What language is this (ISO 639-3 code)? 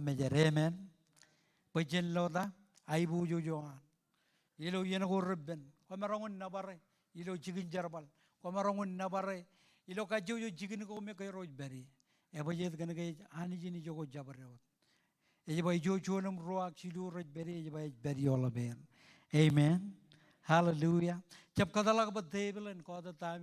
mah